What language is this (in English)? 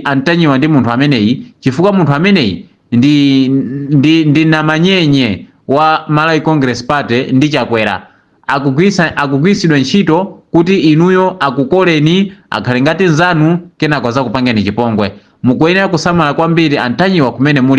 Nyanja